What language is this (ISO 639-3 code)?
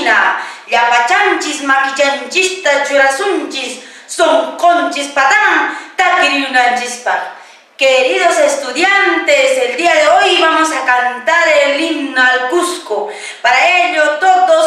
que